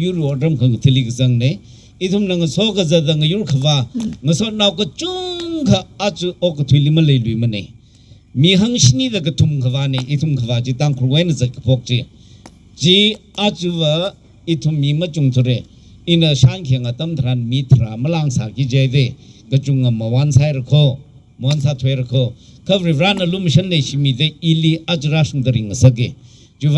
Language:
Tangkhul Naga (India)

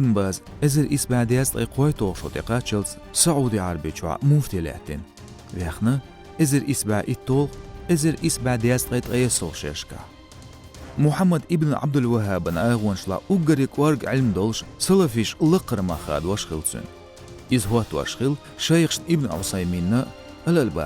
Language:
Chechen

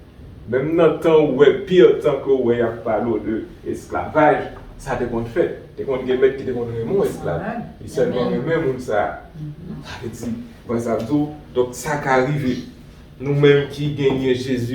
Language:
Haitian Creole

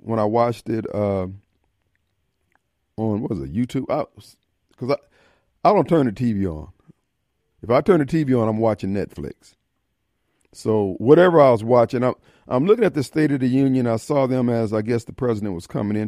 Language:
English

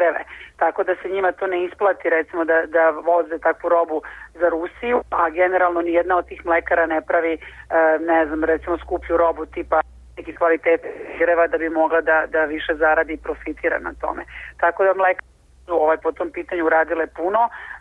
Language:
Serbian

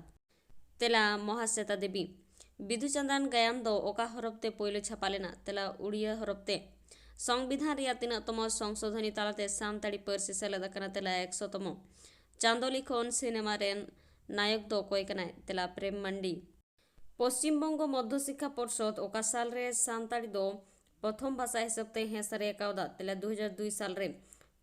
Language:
Santali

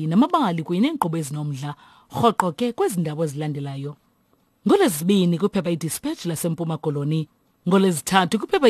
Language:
Xhosa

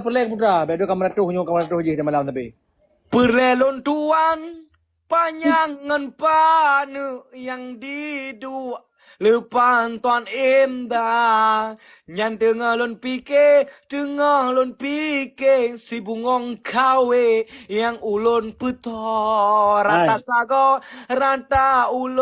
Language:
Achinese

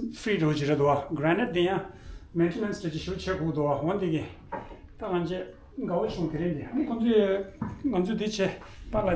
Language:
Tibetan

